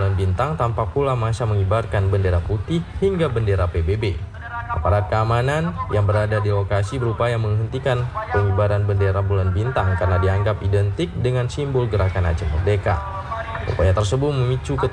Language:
Indonesian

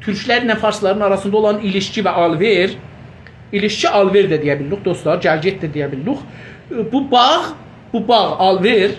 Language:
South Azerbaijani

